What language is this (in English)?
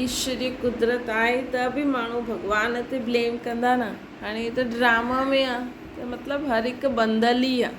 Sindhi